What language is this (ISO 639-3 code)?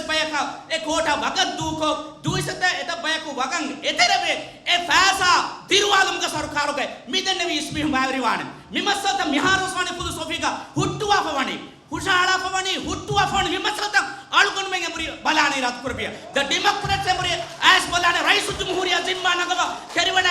div